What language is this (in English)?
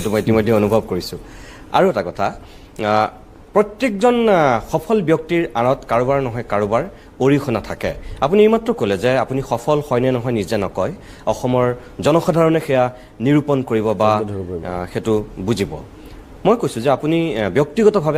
Assamese